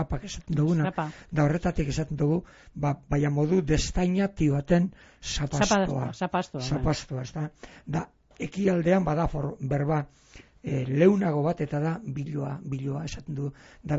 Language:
Basque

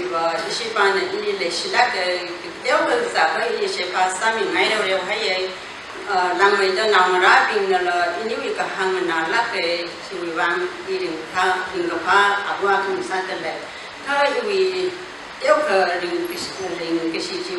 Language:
Tangkhul Naga (India)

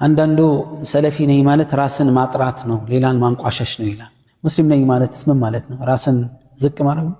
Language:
Amharic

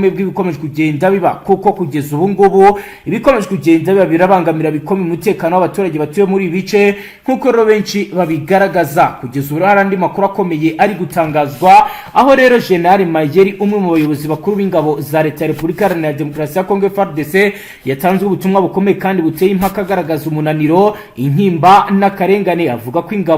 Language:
Kinyarwanda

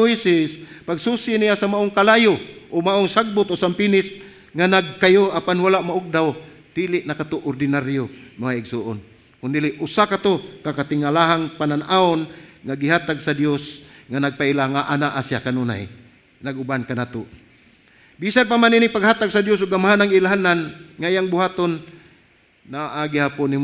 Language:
Cebuano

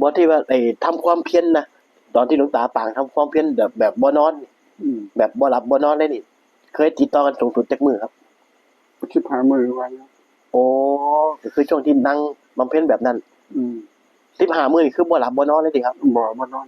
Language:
Northeastern Thai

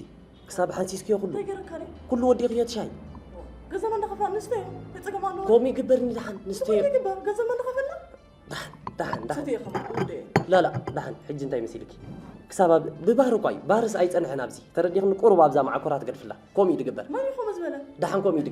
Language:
Tigrinya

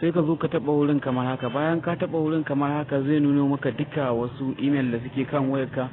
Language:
Hausa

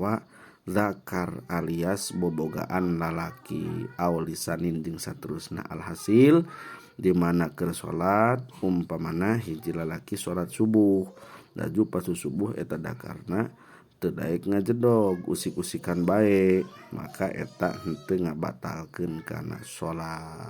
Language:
Sundanese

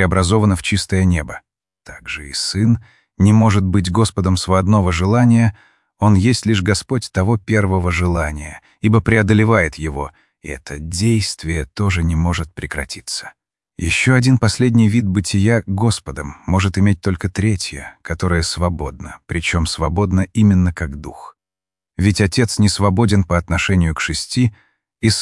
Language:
Russian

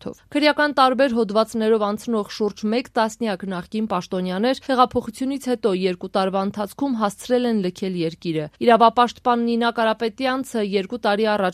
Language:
Armenian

